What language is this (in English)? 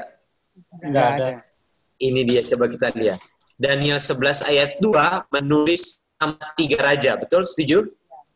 Indonesian